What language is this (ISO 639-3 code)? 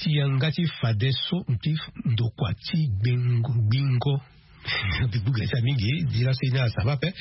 sag